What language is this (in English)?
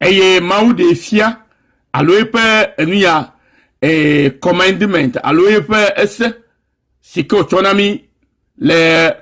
Ewe